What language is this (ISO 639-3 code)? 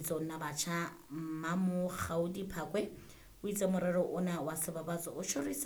sot